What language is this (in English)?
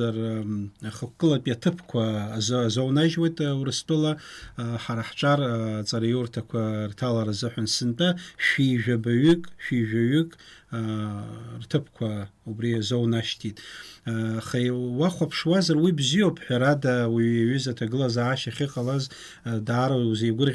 Abkhazian